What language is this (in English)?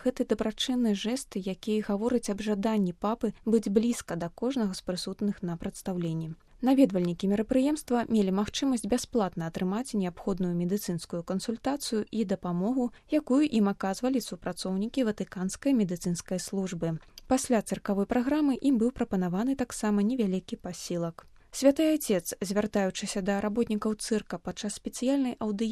Belarusian